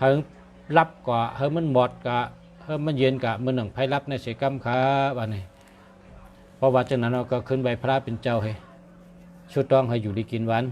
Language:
Shan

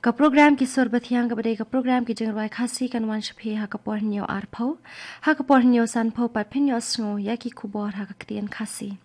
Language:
Khasi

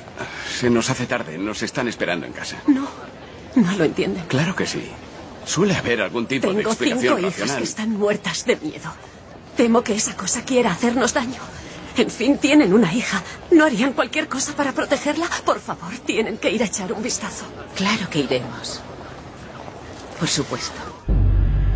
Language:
Spanish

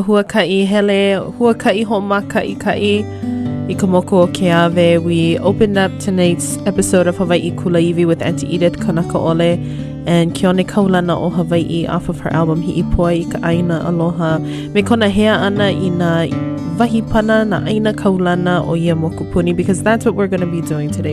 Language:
Hawaiian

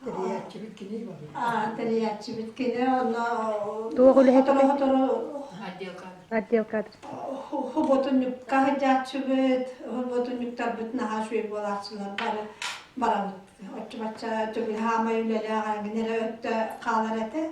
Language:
Yakut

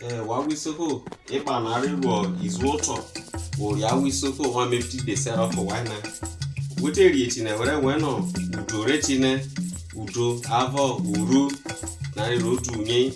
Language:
Isoko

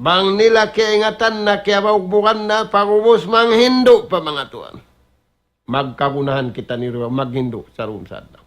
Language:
Tausug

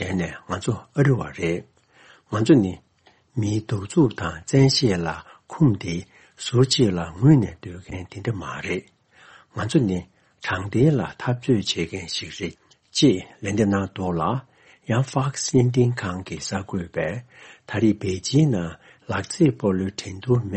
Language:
Tibetan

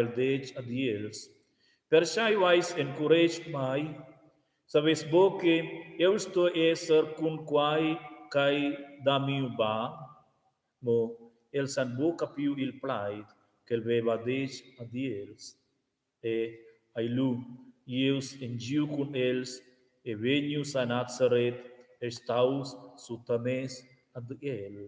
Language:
Romansh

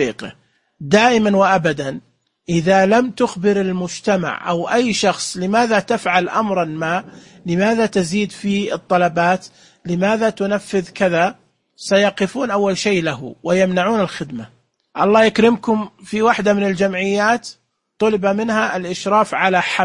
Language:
Najdi Arabic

